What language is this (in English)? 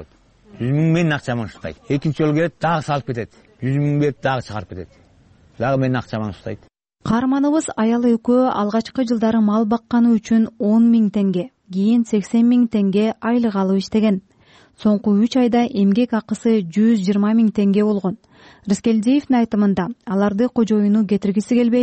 Kyrgyz